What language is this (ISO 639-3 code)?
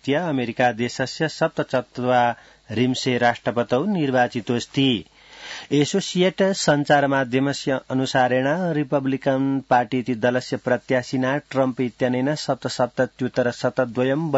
san